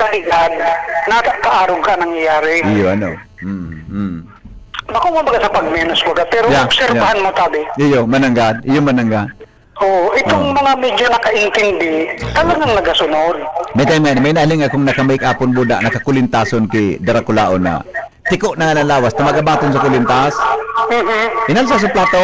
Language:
Bikol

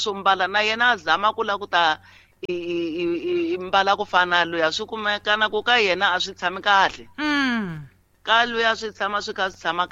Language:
Tsonga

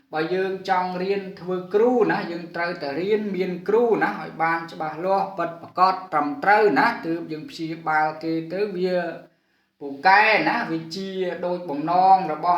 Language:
Khmer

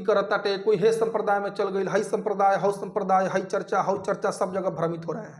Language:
Bhojpuri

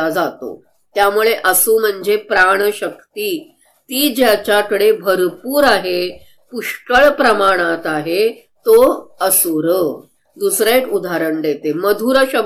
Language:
Marathi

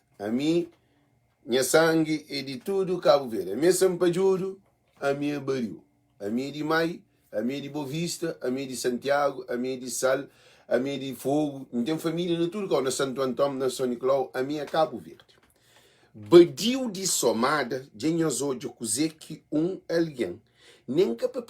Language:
Kabuverdianu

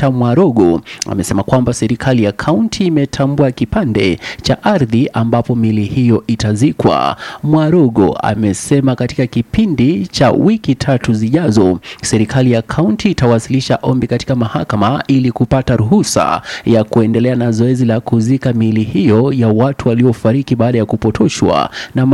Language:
Swahili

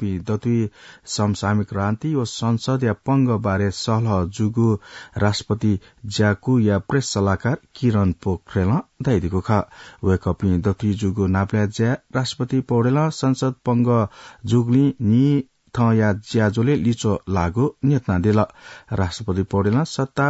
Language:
Newari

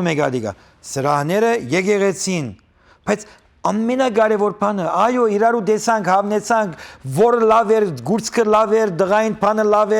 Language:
Western Armenian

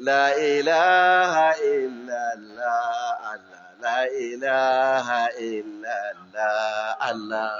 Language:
Hausa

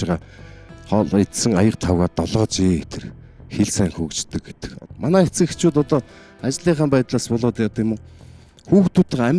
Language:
Mongolian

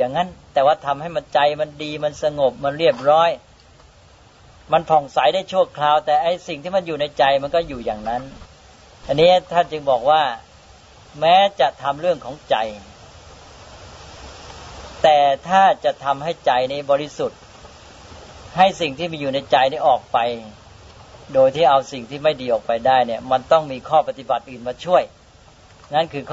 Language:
Thai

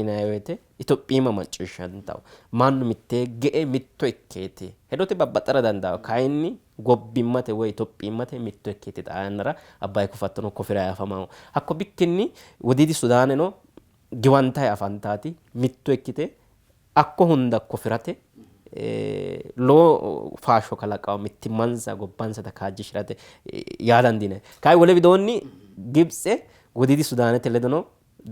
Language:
Sidamo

